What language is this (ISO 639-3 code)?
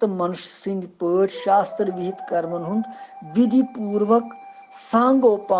kas